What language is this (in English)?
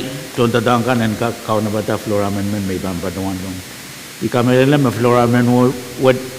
Pohnpeian